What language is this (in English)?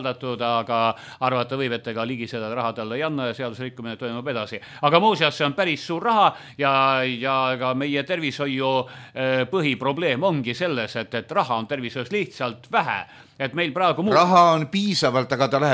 Estonian